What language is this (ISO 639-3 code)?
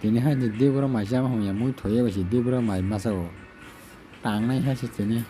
trp